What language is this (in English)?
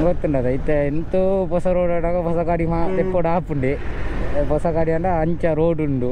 Tulu